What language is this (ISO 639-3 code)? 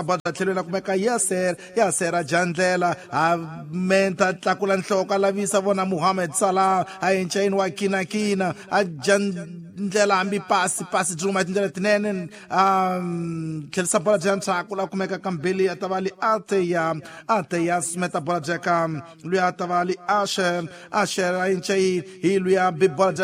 tso